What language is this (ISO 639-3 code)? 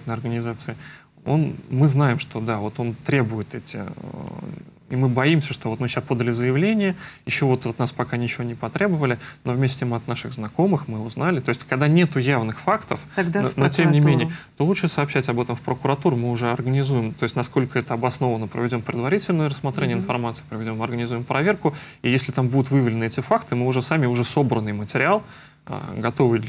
rus